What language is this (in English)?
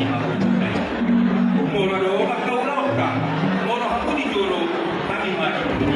Batak Toba